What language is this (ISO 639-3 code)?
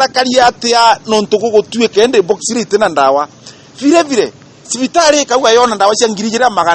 mer